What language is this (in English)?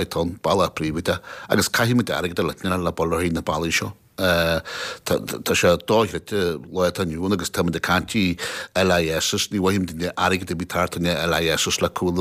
Irish